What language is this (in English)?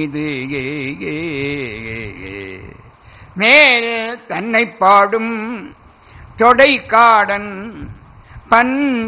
Tamil